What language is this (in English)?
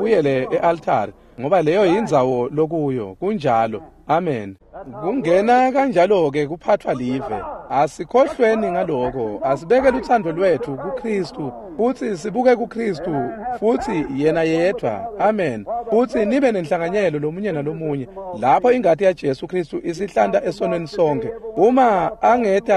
Swati